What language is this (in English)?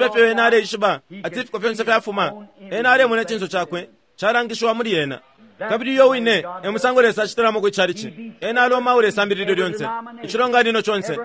Bemba